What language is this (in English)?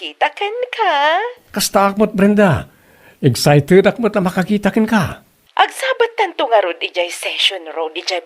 Iloko